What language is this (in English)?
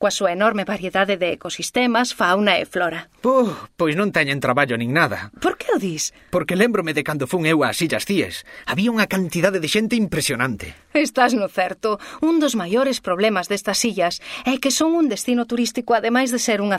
Galician